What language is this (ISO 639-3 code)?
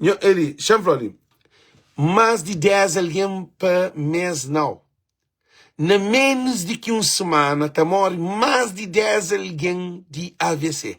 kea